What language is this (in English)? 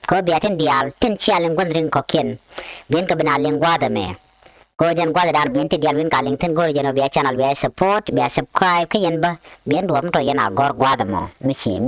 Nuer